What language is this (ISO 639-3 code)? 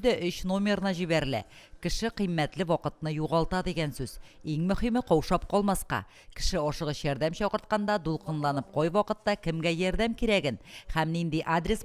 tat